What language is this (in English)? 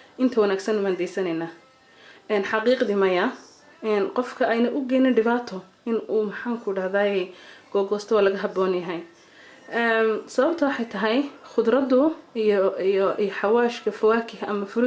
Somali